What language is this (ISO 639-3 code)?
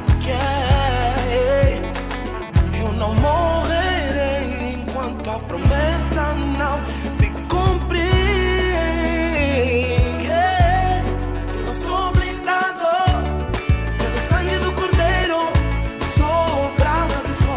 por